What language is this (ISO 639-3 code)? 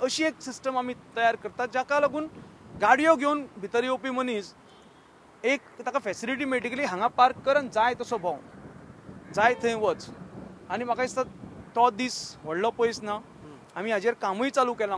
kok